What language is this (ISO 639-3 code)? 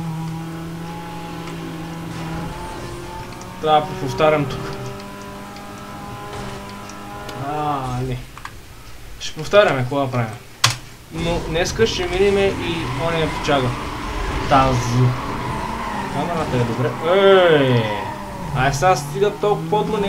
bul